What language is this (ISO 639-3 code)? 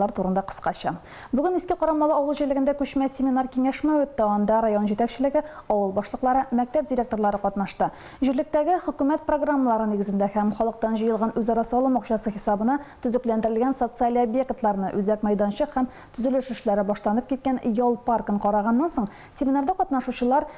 tat